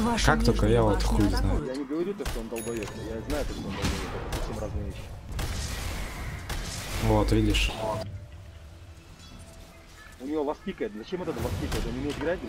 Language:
Russian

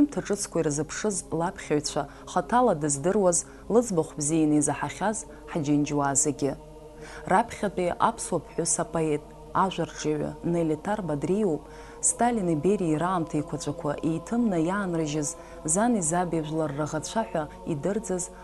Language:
Abkhazian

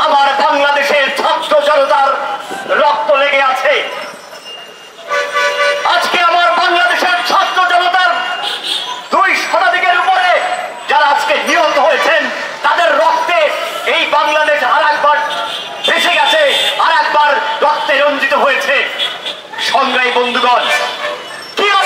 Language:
Bangla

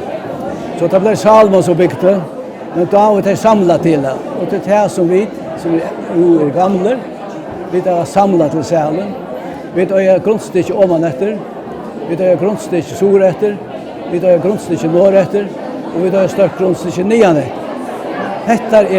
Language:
Faroese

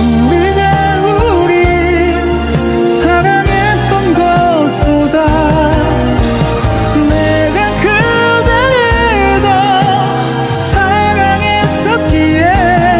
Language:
Korean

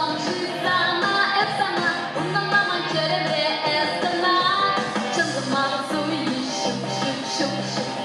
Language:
Chuvash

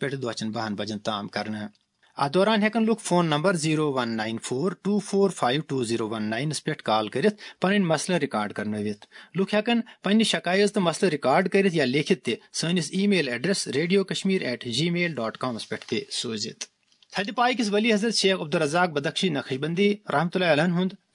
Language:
Kashmiri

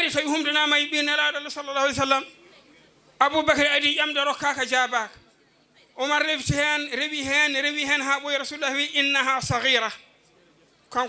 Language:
Fula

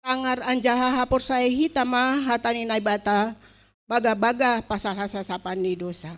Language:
Batak Simalungun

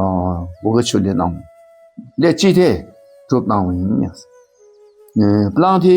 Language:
Dakpakha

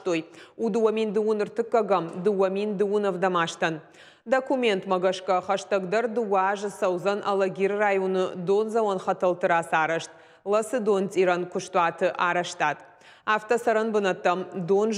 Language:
Ossetic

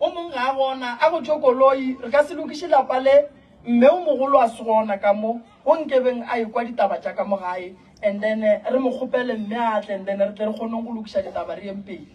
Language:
Northern Sotho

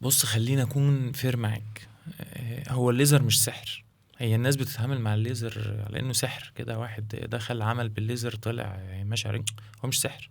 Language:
Egyptian Arabic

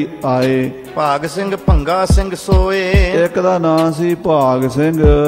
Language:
Punjabi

